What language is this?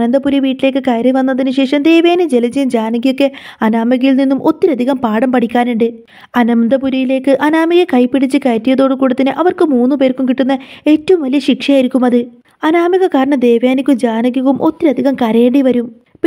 Malayalam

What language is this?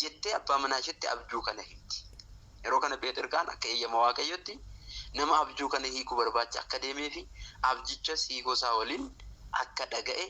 Oromo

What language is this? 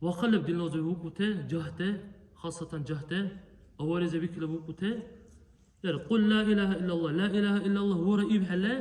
Dargwa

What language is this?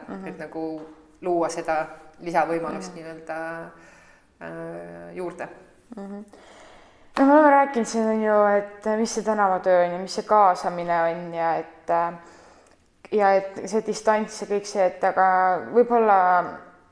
Estonian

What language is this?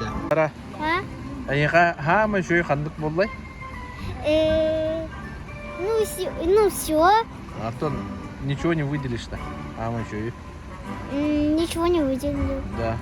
Yakut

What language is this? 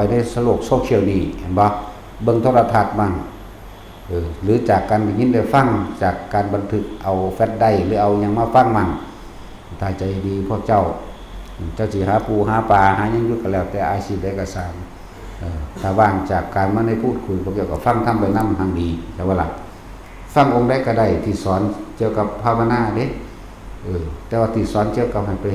Lao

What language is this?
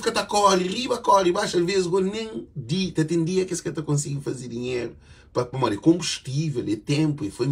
Kabuverdianu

